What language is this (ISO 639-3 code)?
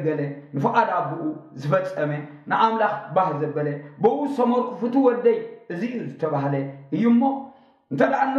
tir